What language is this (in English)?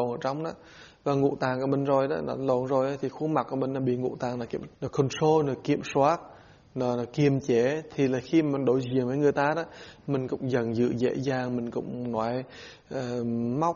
Vietnamese